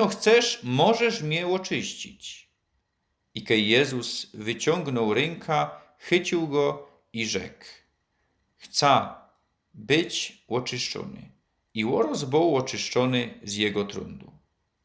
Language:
Silesian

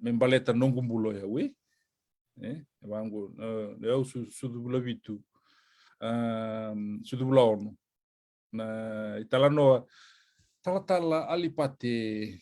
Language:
Fijian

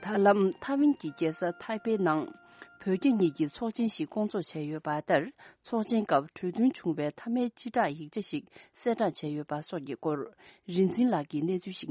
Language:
Tibetan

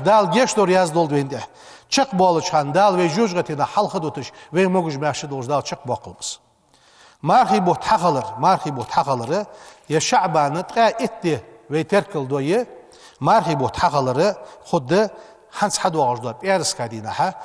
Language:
Ingush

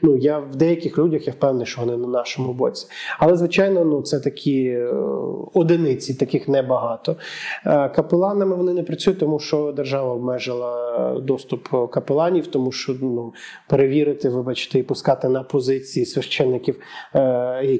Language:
Ukrainian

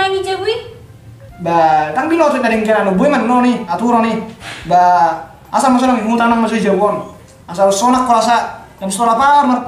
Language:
Batak Toba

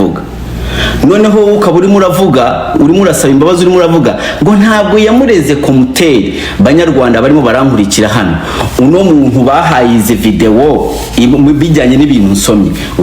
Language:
Kinyarwanda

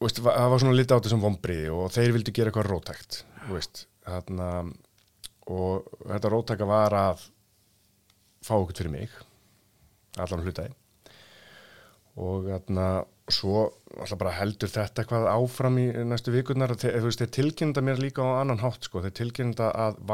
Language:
Icelandic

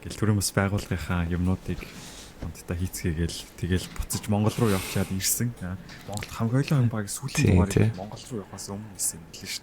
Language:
Mongolian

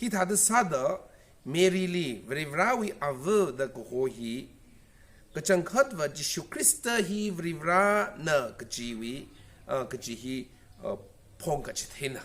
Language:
Tangkhul Naga (India)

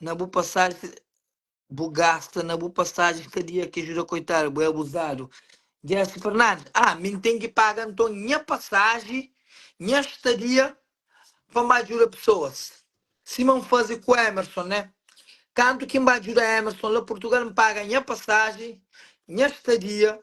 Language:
Kabuverdianu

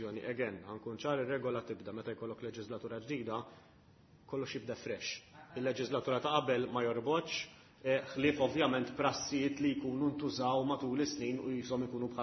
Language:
Maltese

